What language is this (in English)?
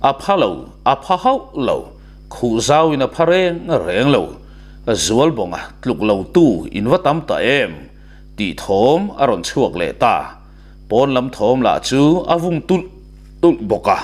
Mizo